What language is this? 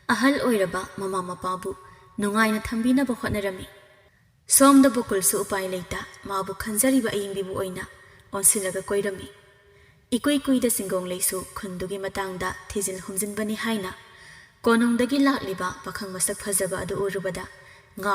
Manipuri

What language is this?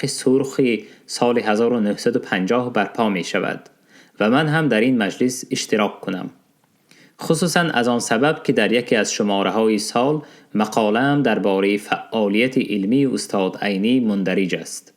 Tajik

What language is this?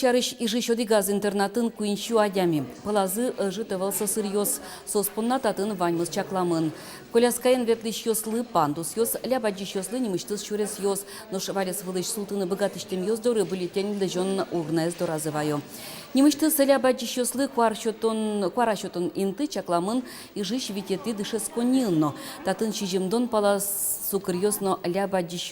Udmurt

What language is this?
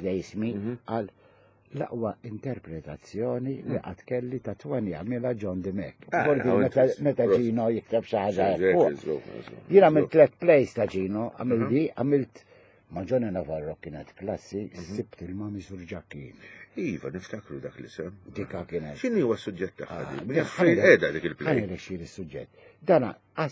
Maltese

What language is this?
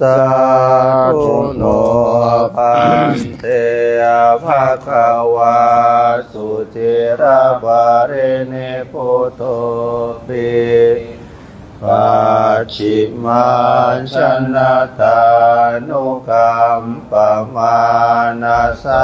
Pali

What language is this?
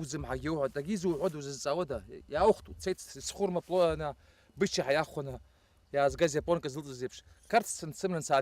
Abkhazian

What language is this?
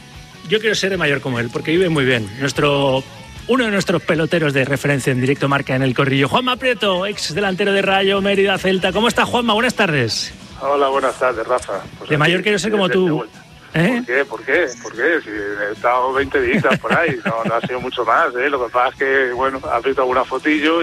Spanish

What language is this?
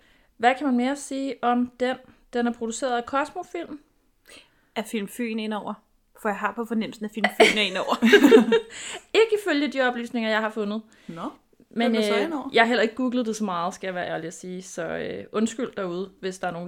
Danish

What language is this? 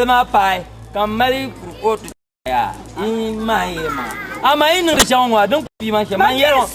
Dagbani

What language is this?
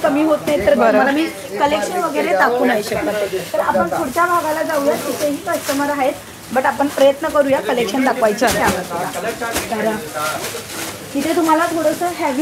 Marathi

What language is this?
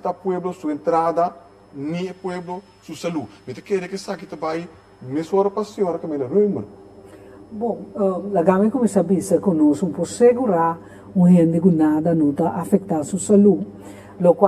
Papiamento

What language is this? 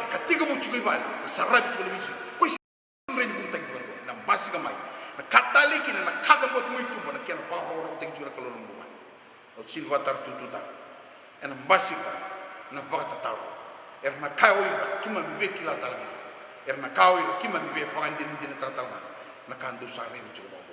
Fijian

